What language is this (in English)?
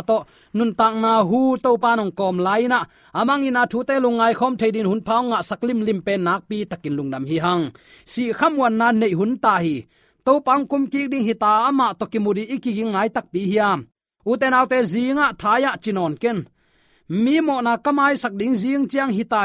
Tedim Chin